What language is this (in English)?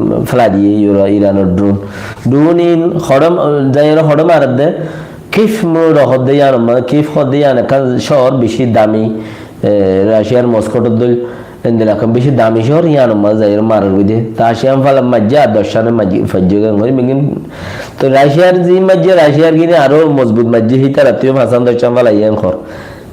Rohingya